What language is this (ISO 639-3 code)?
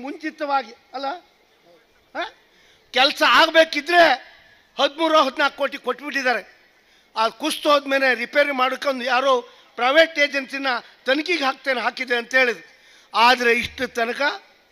kan